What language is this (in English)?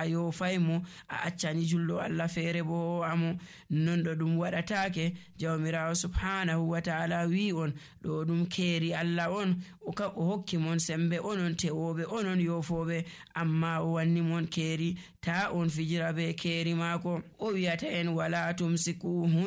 Nigerian Fulfulde